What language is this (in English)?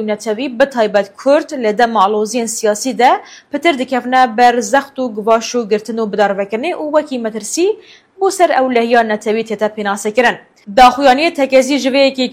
Kurdish